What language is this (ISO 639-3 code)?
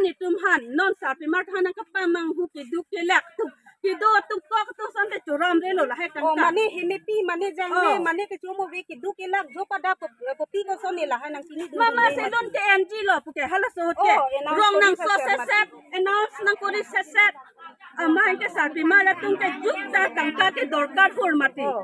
mjw